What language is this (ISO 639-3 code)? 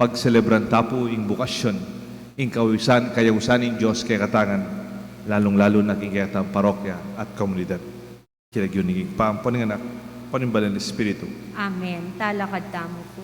pam